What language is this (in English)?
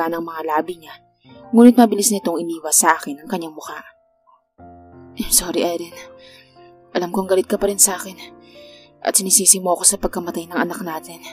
Filipino